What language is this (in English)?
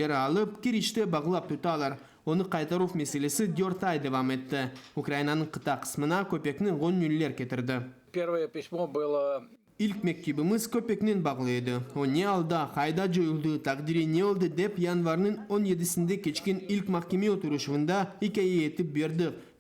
Crimean Tatar